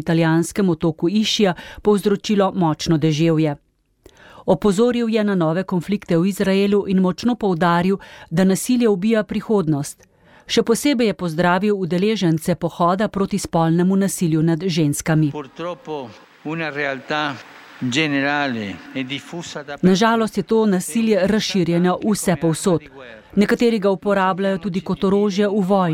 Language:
Slovenian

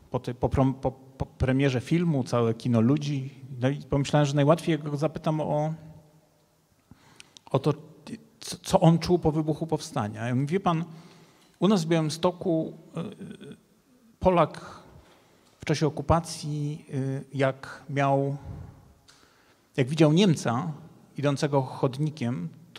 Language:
Polish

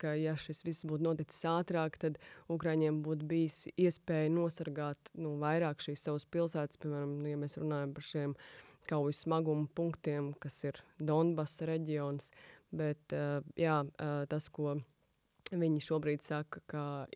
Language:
Latvian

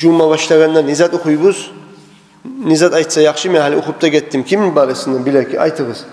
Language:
Kumyk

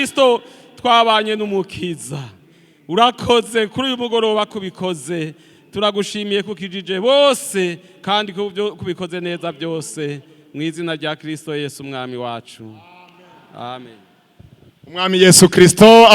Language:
Rundi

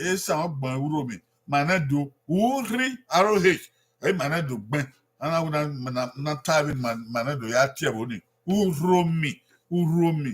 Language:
Bini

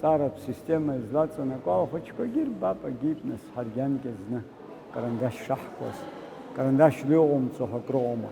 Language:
Abkhazian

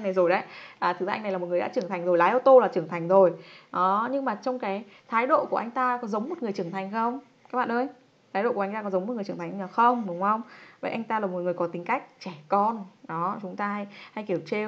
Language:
Vietnamese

